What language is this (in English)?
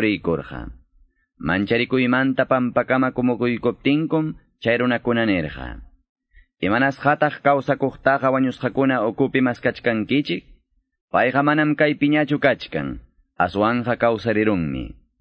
Quechua